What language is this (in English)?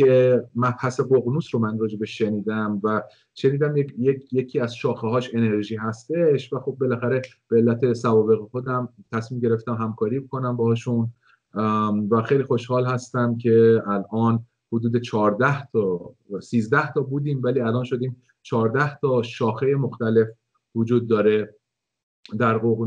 Persian